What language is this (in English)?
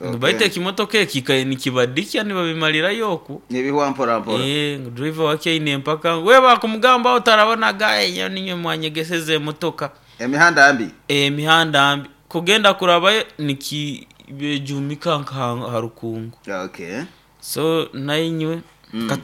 Nyoro